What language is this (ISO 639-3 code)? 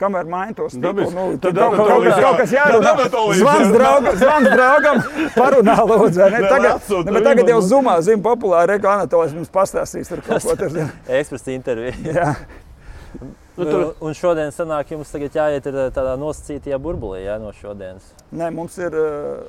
lav